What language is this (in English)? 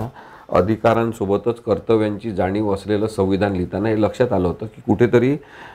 Marathi